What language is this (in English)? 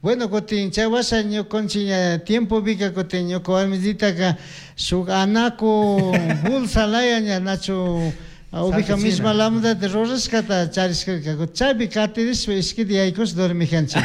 Chimborazo Highland Quichua